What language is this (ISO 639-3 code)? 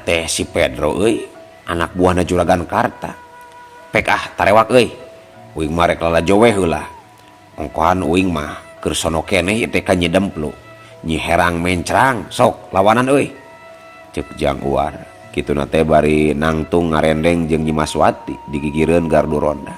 sun